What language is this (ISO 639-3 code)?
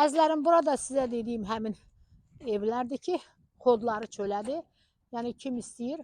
aze